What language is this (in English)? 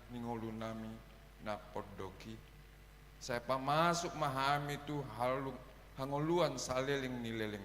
Batak Toba